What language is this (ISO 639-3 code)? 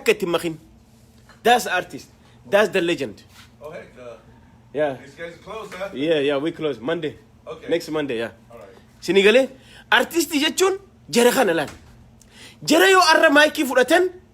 orm